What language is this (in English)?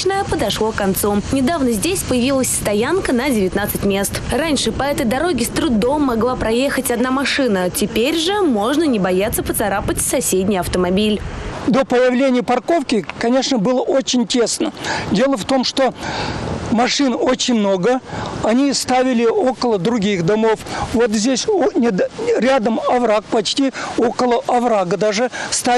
Russian